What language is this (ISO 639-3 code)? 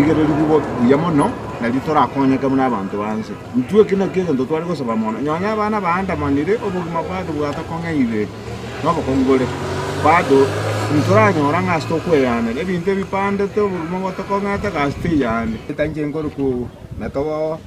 guz